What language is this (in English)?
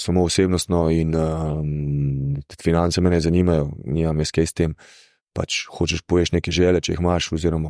Slovenian